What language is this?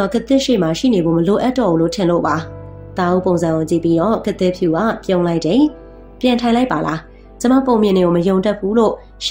Burmese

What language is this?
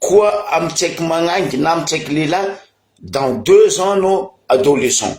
Malagasy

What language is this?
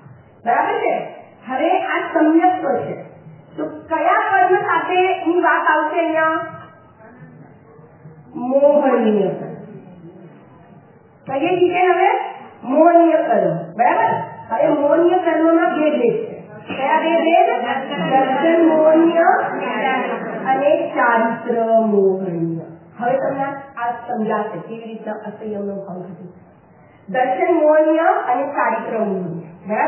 Gujarati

